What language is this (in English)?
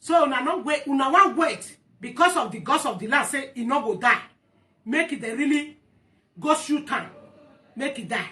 Nigerian Pidgin